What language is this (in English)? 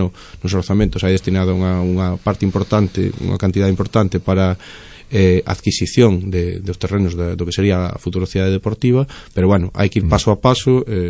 Galician